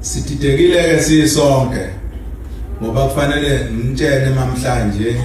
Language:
Zulu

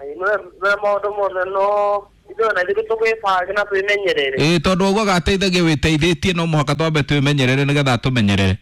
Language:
Kikuyu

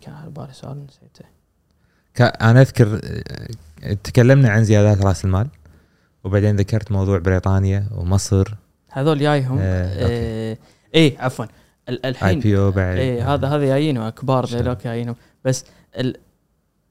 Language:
Gulf Arabic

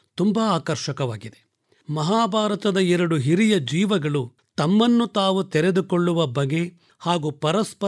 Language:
Kannada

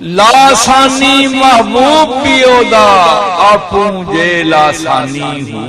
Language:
Western Panjabi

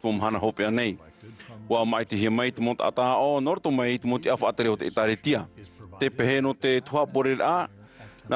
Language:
Tahitian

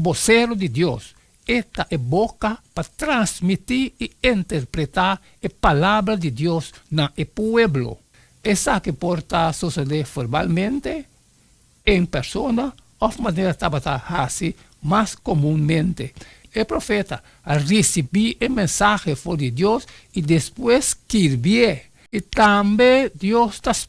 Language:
Papiamento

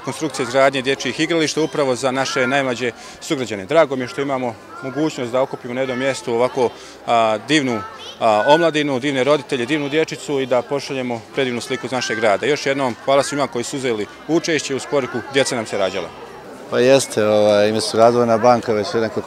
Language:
Bosnian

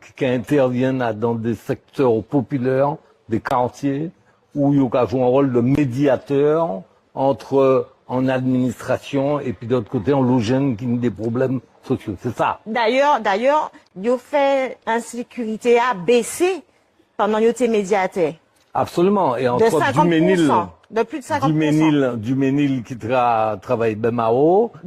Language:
Guadeloupean Creole French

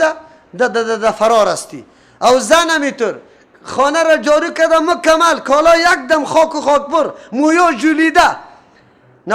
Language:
Persian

